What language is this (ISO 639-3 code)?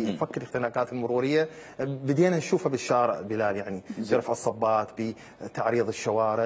acm